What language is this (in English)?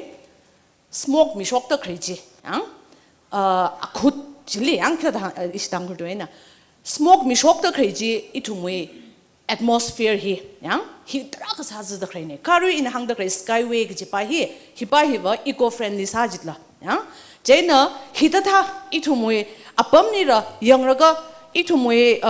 Tangkhul Naga (India)